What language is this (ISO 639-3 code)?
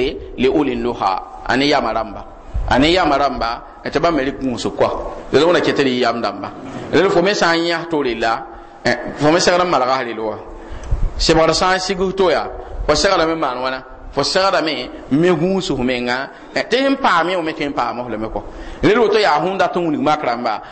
mos